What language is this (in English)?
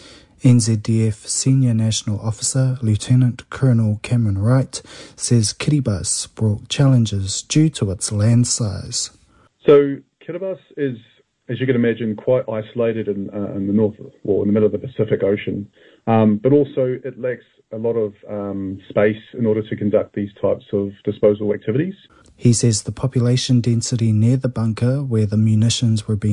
English